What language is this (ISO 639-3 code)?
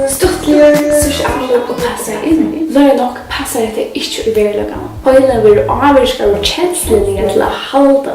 fao